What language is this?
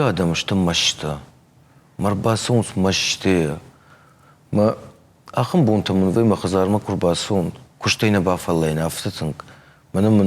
Ossetic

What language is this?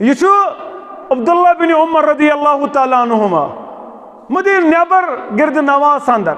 Kashmiri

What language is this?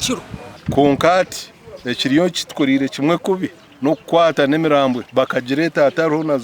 Nyankole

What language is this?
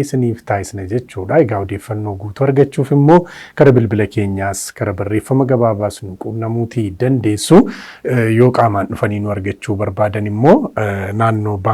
Oromo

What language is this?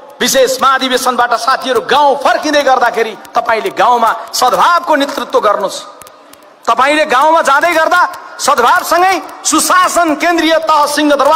Nepali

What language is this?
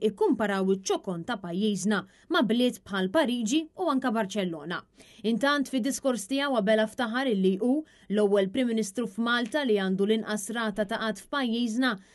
Maltese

